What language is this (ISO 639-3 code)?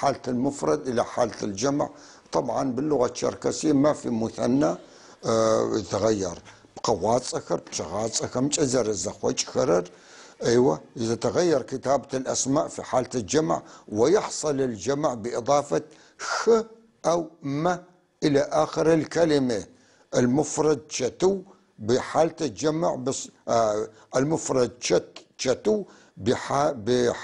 apc